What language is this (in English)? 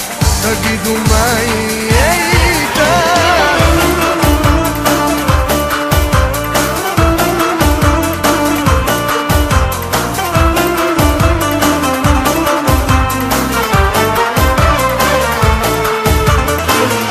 Hebrew